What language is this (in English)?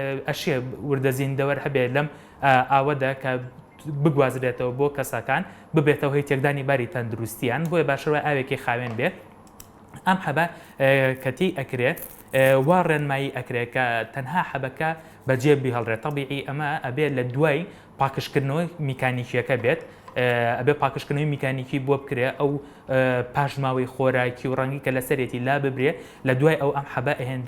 Central Kurdish